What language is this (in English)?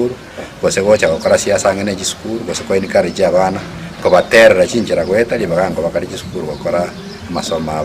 Gusii